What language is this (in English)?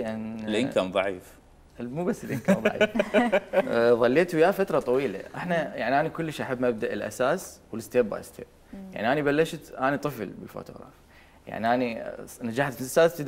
Mesopotamian Arabic